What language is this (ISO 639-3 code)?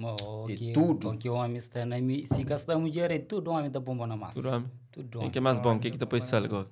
kea